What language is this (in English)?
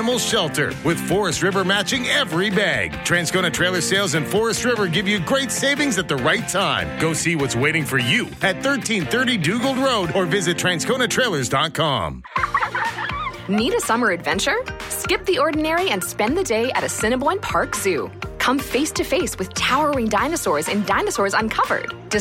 English